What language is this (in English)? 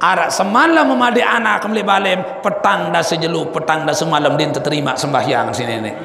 Sasak